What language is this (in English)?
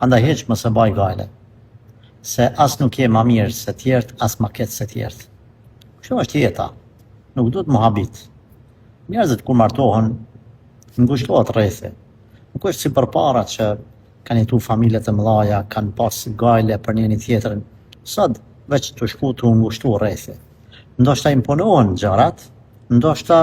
Albanian